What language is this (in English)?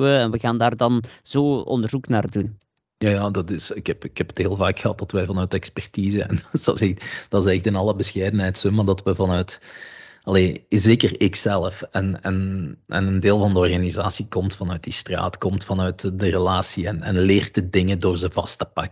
Dutch